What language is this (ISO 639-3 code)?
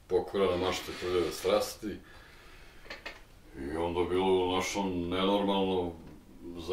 srp